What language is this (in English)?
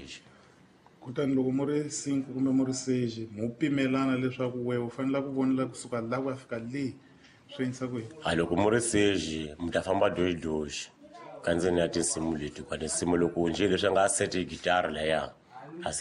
Tsonga